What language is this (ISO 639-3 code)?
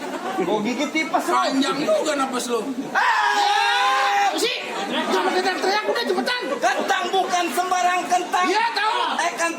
bew